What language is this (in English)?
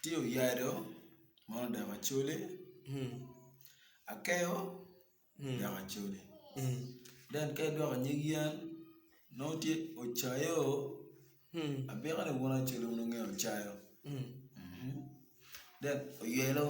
Acoli